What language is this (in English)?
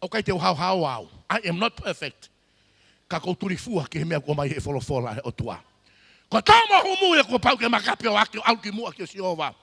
Tongan